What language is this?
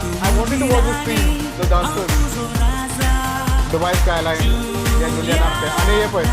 Konkani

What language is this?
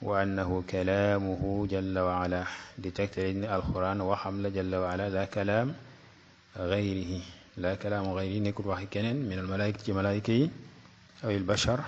Wolof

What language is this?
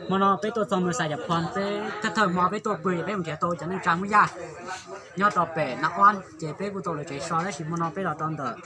Hmong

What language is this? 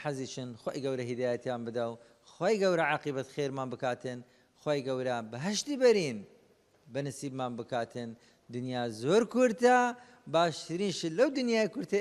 Central Kurdish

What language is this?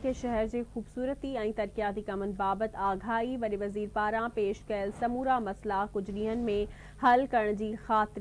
Sindhi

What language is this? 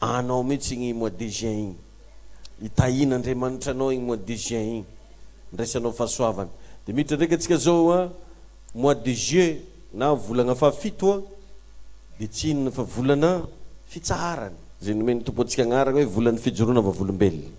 Malagasy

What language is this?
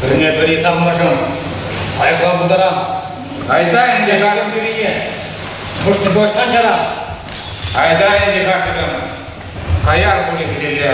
Chuvash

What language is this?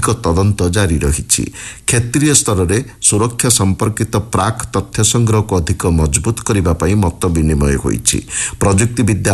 Odia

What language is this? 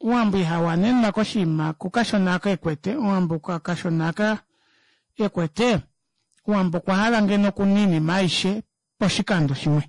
Kuanyama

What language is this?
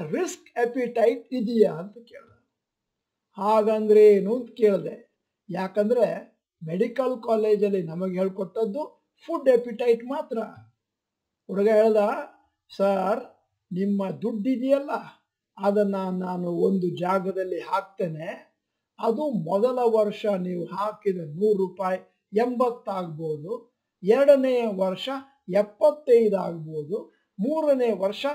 Kannada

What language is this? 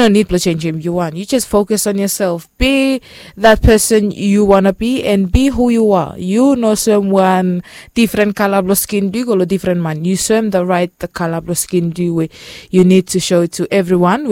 Bislama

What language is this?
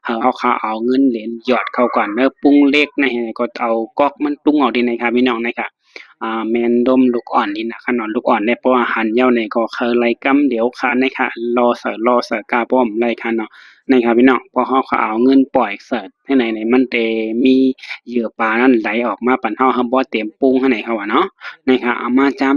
Shan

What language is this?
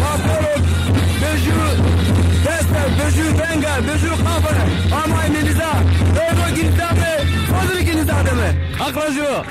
Zaza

